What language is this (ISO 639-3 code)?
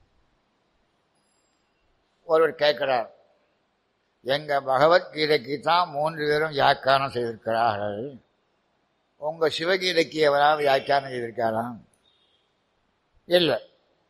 tam